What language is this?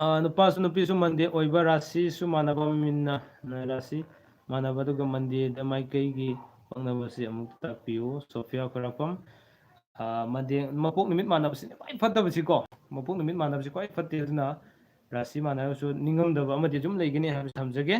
Manipuri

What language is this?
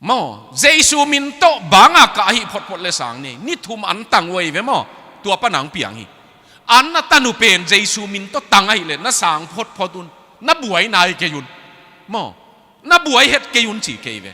Tedim Chin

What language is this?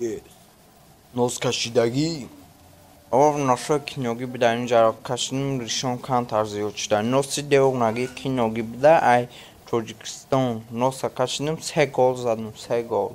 Tajik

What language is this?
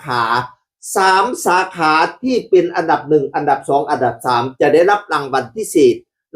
Northeastern Thai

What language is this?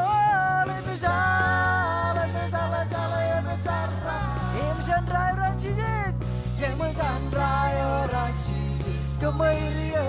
Marshallese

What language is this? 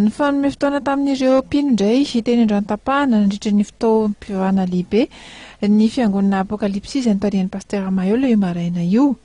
Malagasy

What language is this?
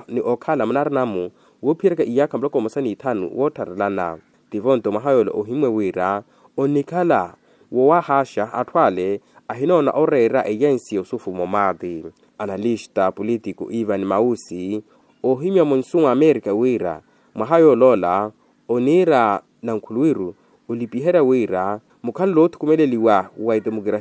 Makhuwa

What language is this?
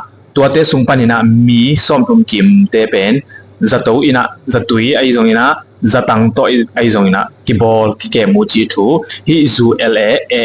Tedim Chin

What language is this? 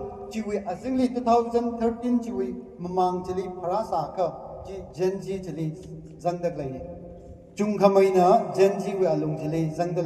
Tangkhul Naga (India)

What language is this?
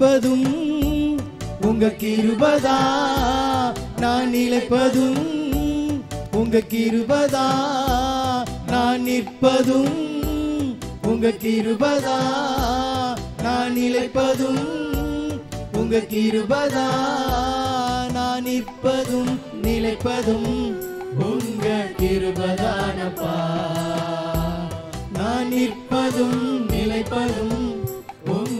Tamil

